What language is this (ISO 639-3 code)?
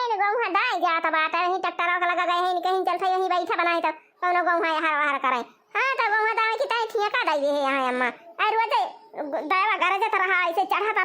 awa